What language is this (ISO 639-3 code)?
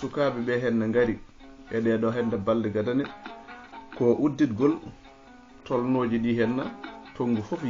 ful